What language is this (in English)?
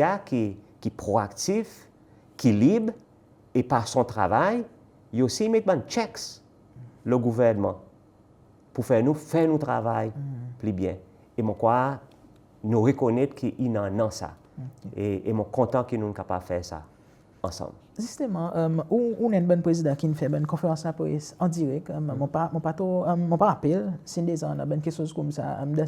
Seselwa Creole French